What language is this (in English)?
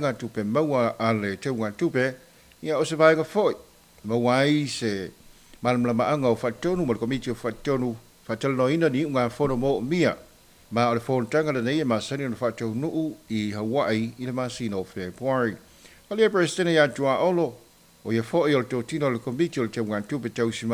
Samoan